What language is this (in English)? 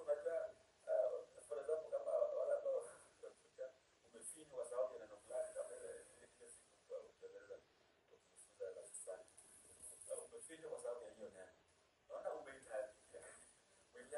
Swahili